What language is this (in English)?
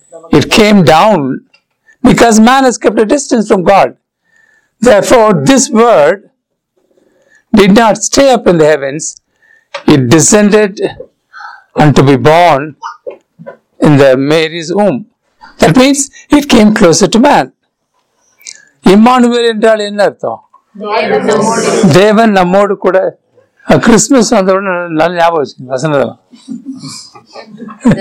Tamil